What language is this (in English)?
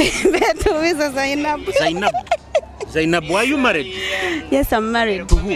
Nyoro